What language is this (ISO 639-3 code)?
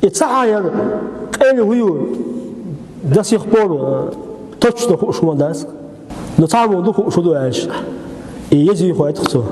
che